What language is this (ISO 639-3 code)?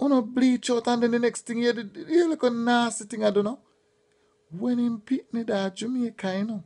jam